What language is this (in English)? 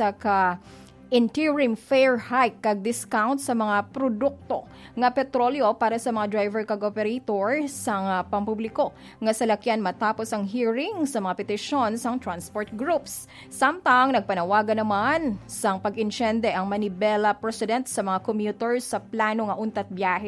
Hiligaynon